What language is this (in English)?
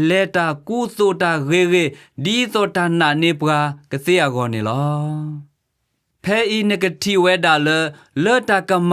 S'gaw Karen